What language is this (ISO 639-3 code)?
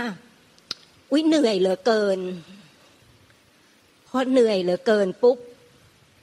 tha